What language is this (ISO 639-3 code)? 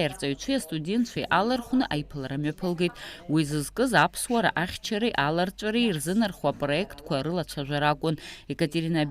abk